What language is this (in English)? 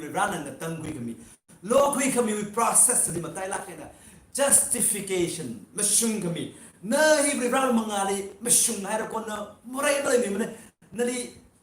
Tangkhul Naga (India)